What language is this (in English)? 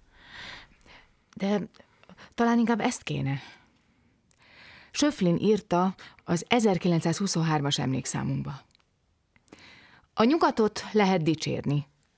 Hungarian